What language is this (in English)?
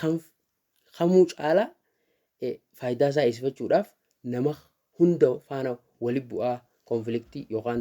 Oromo